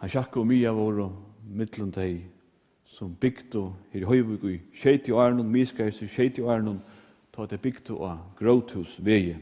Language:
Faroese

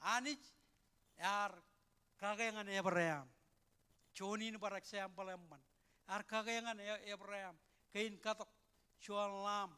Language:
Marshallese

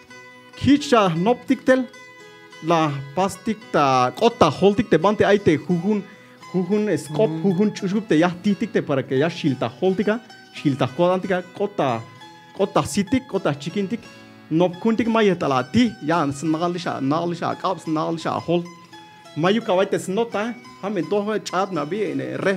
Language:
Tzeltal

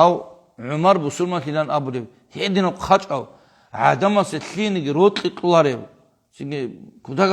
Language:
Avaric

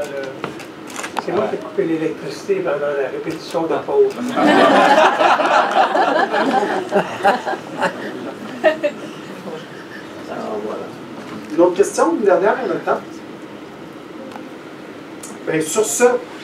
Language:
French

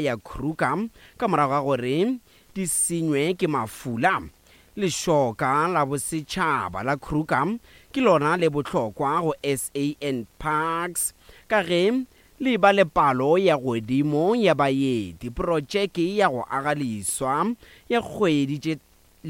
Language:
Northern Sotho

